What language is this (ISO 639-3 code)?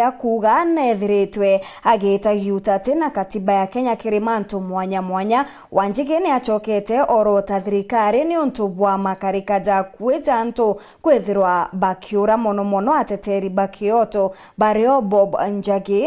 mer